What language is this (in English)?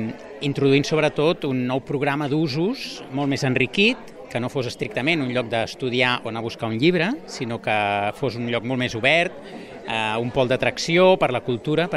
Catalan